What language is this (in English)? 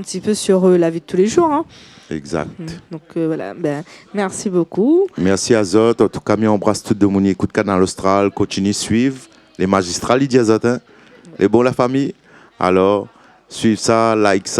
Réunion Creole French